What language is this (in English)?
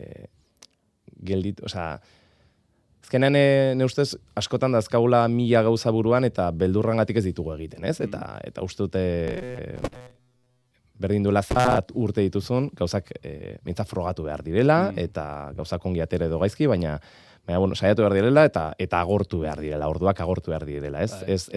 Basque